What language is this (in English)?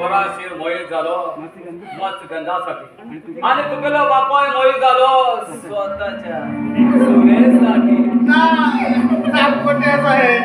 Konkani